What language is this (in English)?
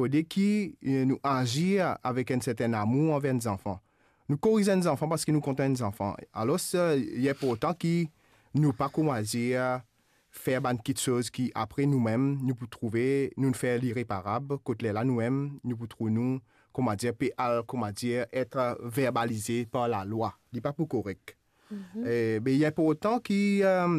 Morisyen